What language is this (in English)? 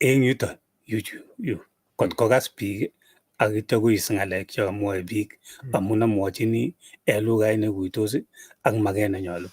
Kalenjin